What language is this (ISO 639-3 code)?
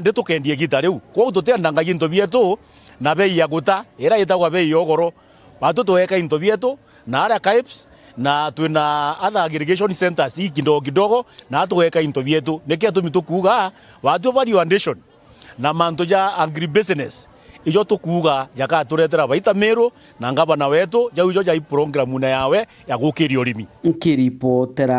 mer